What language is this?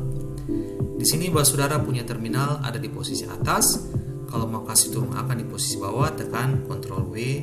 Ambonese Malay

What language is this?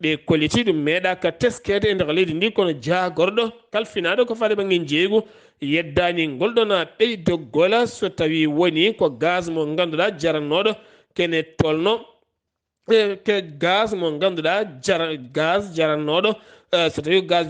Fula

